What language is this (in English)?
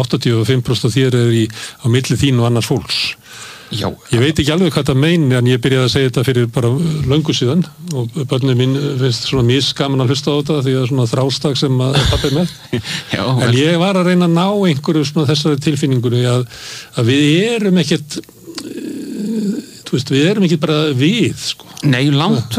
Icelandic